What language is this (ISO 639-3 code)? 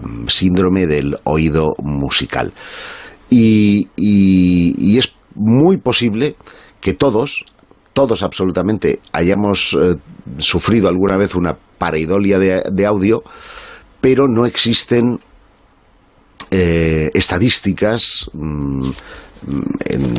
spa